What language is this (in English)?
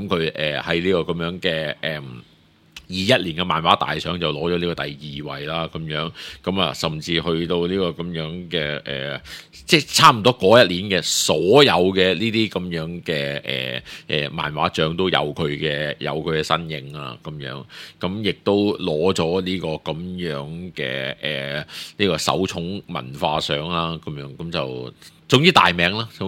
Cantonese